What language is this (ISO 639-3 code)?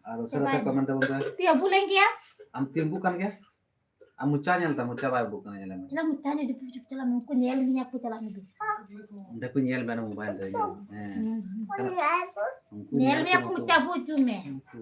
sat